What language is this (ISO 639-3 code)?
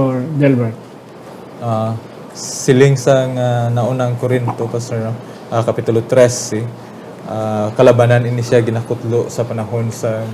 hil